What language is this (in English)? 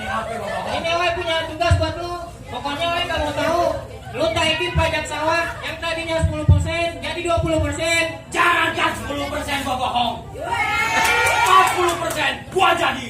Betawi